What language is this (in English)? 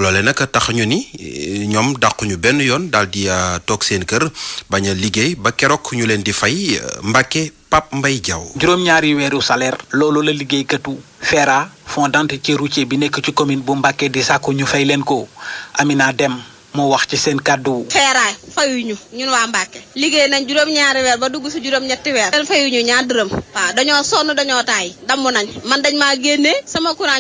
Wolof